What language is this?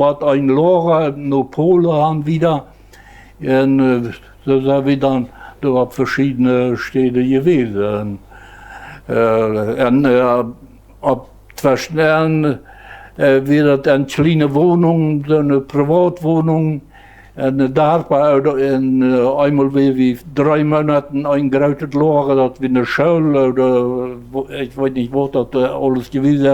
Plautdietsch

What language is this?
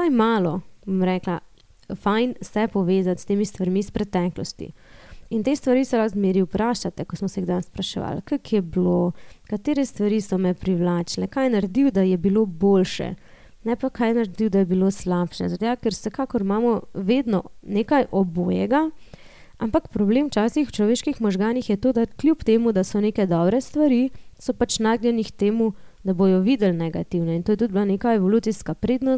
Slovenian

